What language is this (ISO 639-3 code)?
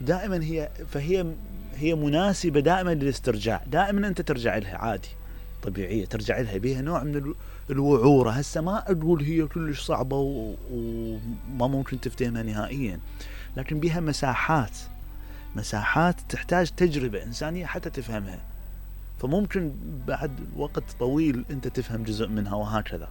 acm